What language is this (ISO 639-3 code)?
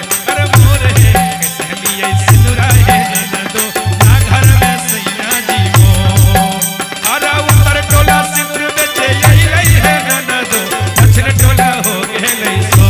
mag